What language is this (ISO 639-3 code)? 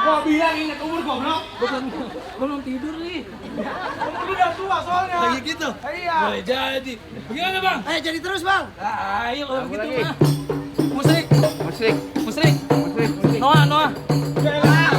bew